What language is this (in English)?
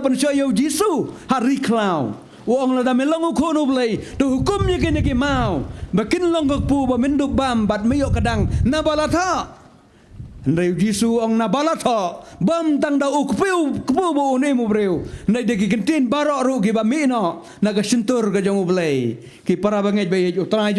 Khasi